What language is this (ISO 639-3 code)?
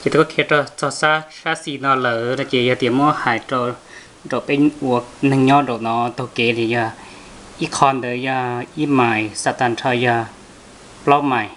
hmn